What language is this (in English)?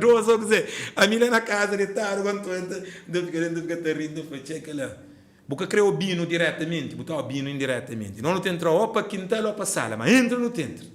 Kabuverdianu